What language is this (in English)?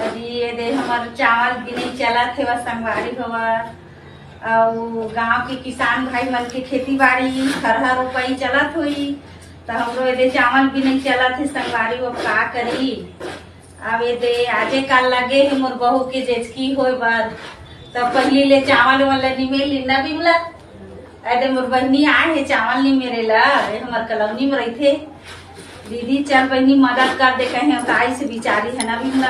Chhattisgarhi